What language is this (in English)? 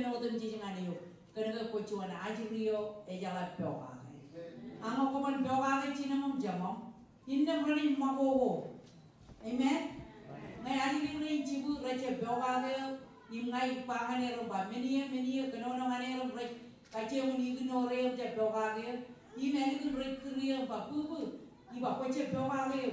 Marshallese